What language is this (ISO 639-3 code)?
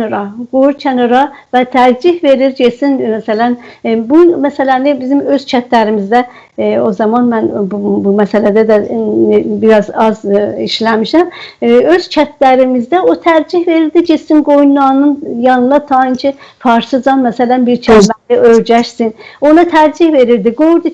azb